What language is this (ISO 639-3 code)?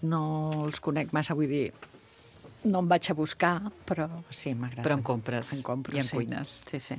cat